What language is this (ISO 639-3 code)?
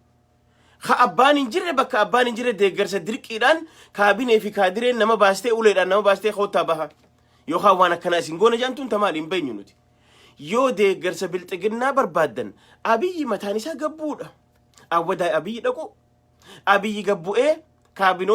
orm